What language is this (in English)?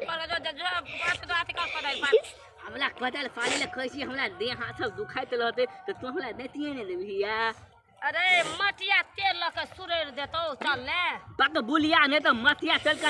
Maithili